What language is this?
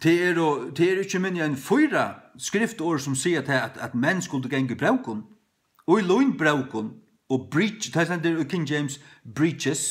Faroese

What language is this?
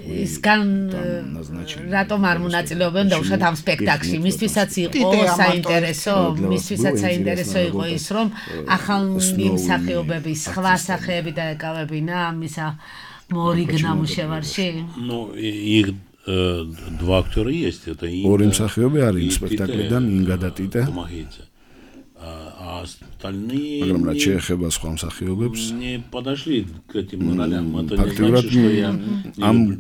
Georgian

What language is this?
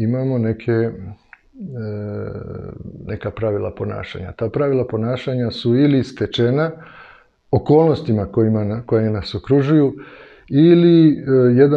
Serbian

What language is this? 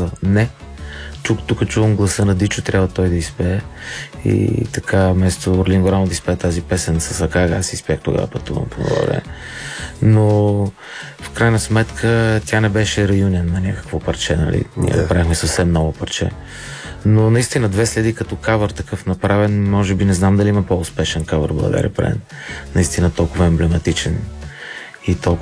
Bulgarian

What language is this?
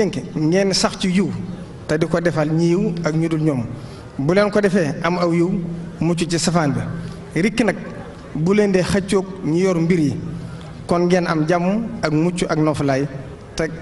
Wolof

